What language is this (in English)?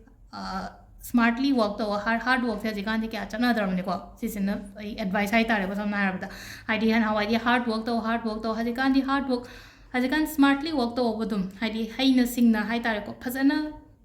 Manipuri